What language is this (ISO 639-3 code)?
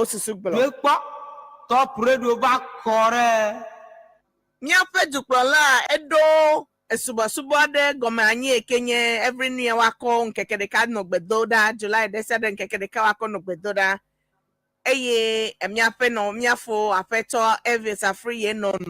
ewe